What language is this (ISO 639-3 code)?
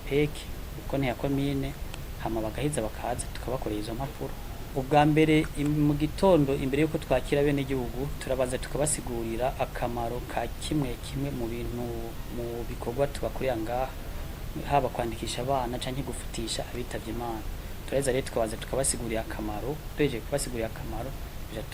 run